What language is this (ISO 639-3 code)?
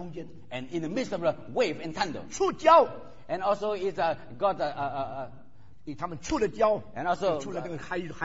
zho